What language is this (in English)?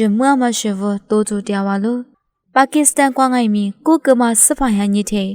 Lisu